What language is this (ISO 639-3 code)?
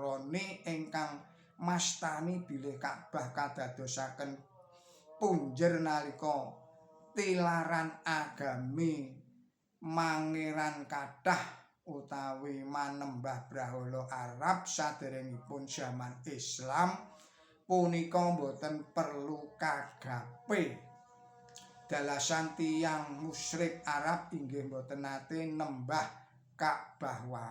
jav